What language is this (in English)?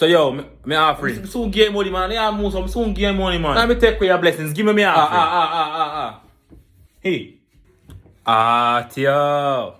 Jamaican Creole English